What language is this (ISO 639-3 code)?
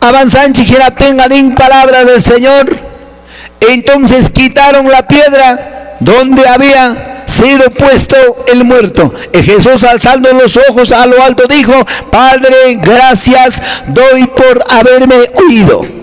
que